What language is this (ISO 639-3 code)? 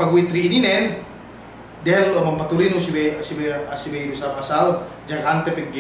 yka